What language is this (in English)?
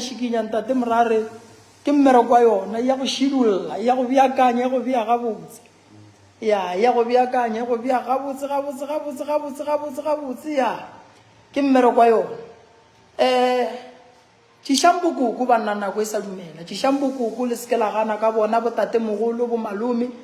Northern Sotho